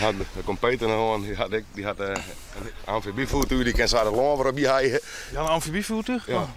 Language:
Western Frisian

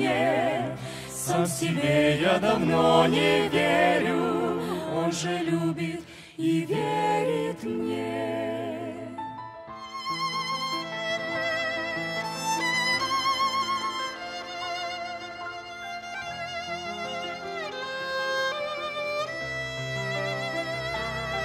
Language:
Russian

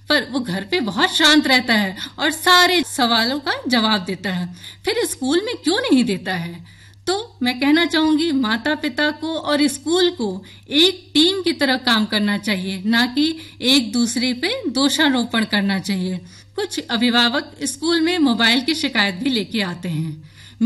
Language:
Hindi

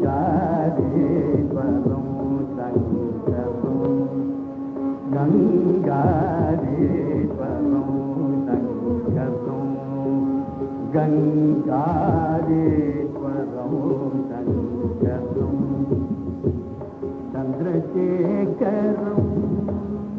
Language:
Tamil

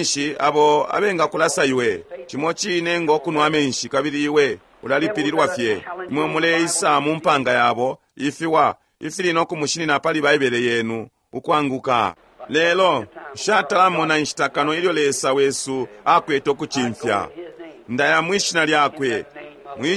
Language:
Bemba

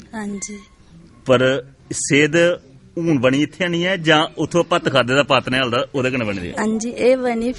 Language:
Dogri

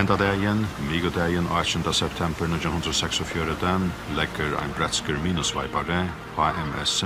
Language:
Faroese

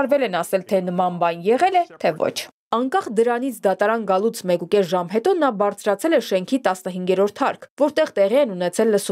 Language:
Armenian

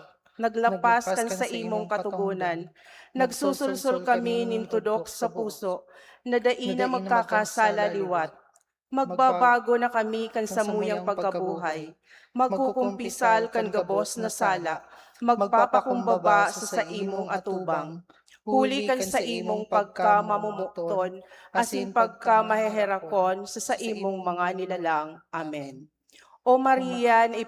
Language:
Bikol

